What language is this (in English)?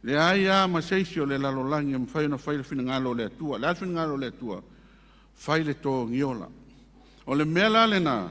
Samoan